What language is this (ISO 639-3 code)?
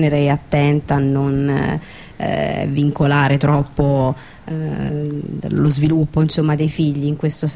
ita